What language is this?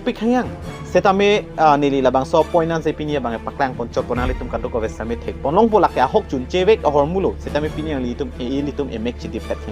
Karbi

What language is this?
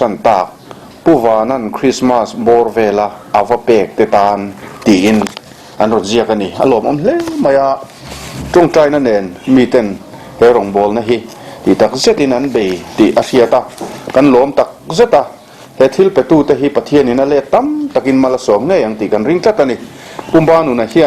Mizo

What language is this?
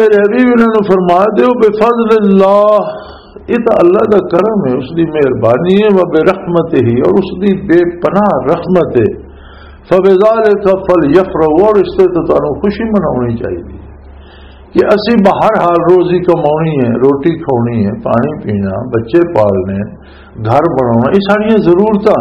Western Panjabi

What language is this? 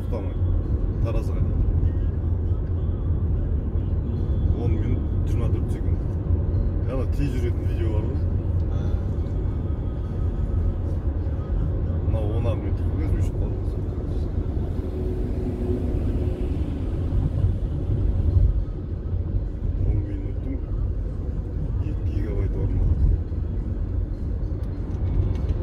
Kazakh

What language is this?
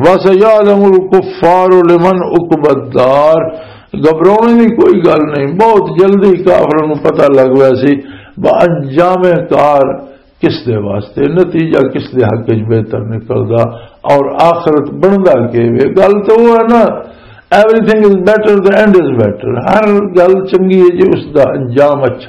Western Panjabi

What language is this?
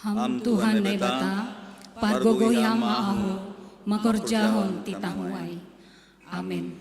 Batak Simalungun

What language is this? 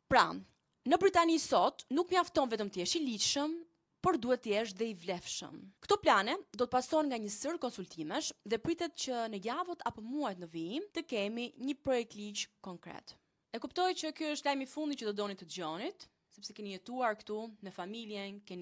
Albanian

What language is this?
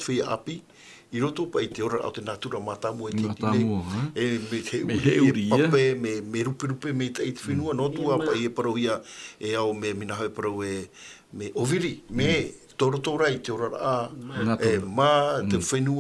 Tahitian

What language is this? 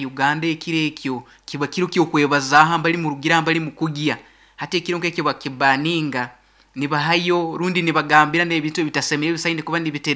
Nyankole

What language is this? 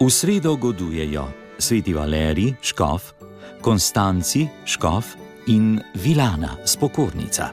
Slovenian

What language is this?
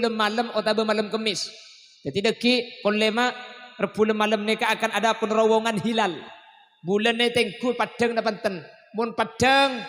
Madurese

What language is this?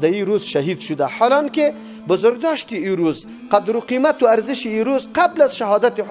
Persian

